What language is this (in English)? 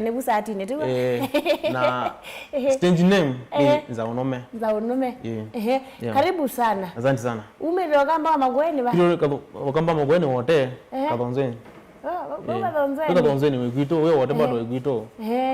Kamba